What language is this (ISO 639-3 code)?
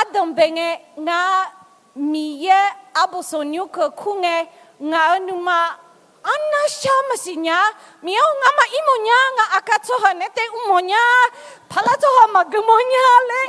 ahk